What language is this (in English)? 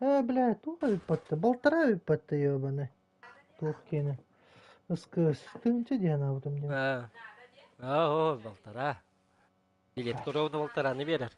Yakut